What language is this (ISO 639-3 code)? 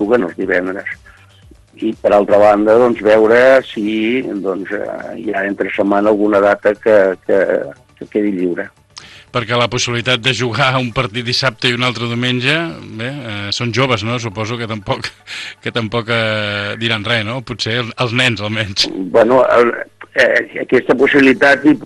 cat